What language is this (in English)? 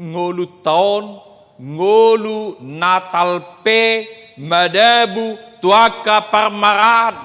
Batak Toba